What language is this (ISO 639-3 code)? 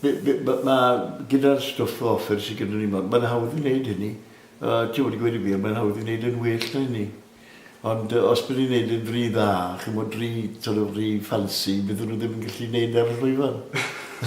cym